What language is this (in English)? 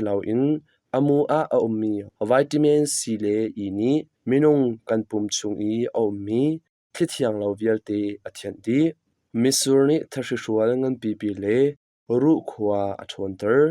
Hakha Chin